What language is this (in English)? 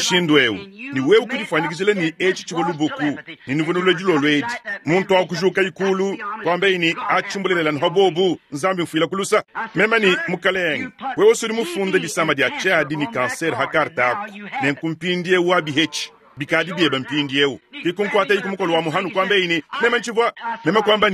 Luba-Lulua